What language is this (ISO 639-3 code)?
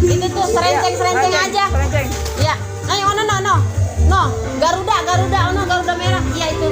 bew